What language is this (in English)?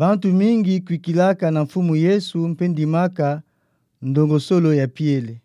Kituba (Democratic Republic of Congo)